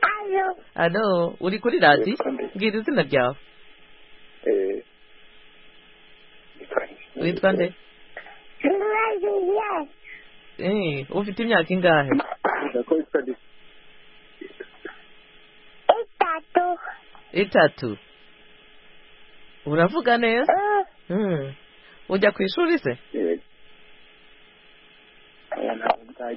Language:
Kinyarwanda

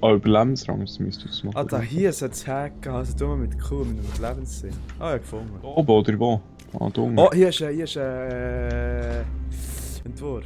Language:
Swiss German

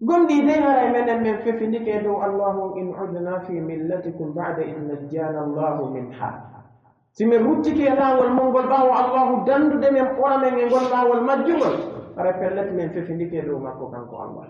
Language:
Pular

